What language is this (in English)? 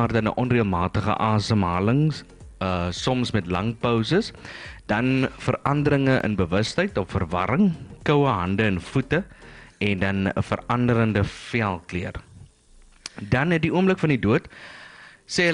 Afrikaans